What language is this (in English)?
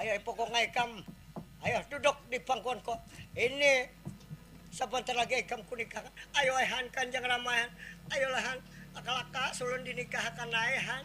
Banjar